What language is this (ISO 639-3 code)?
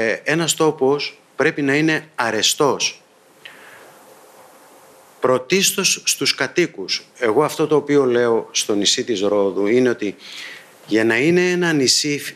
ell